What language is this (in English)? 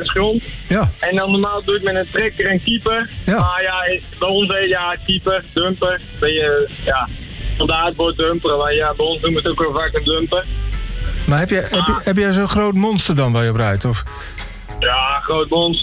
Dutch